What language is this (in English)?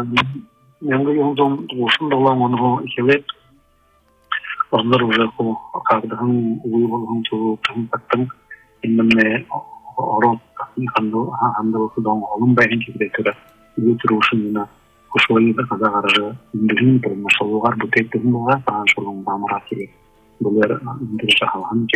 Buriat